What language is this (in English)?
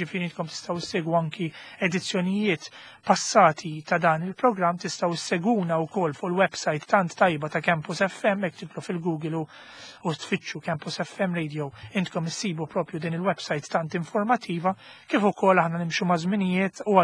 Maltese